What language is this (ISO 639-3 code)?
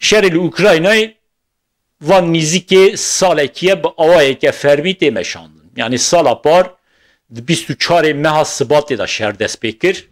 kur